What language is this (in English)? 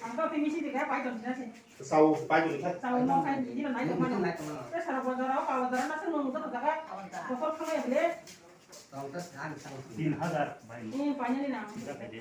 Kok Borok